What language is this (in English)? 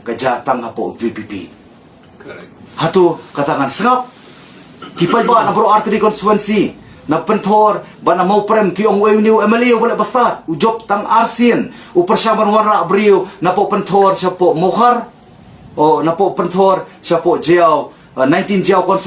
Khasi